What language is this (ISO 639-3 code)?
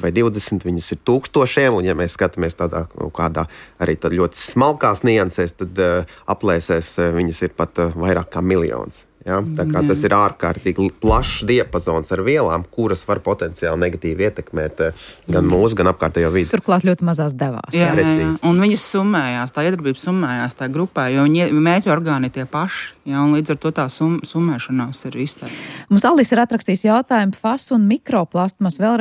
lav